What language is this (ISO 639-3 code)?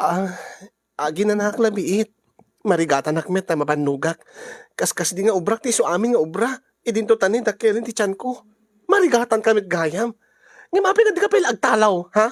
ilo